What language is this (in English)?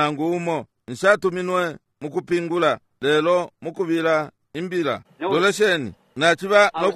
Bemba